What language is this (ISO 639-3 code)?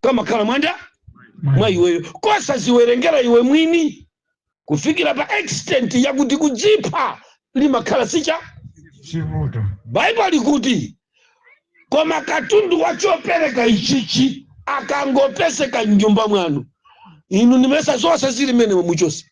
nya